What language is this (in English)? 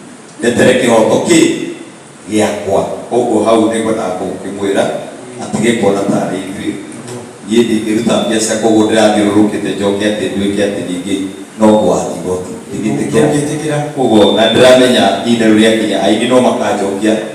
Kikuyu